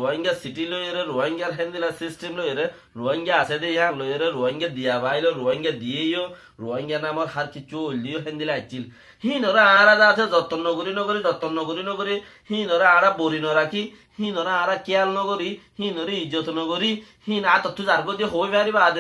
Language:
Rohingya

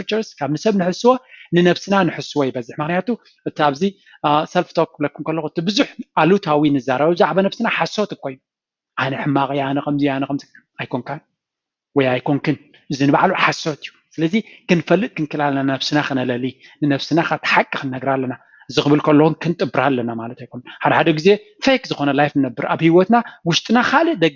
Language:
Tigrinya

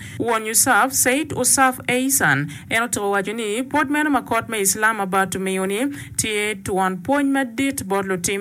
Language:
Acoli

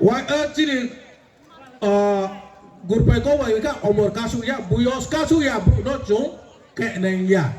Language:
Riang (India)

